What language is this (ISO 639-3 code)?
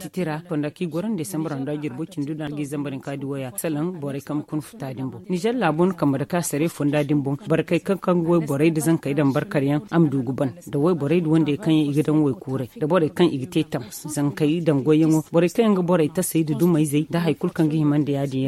dje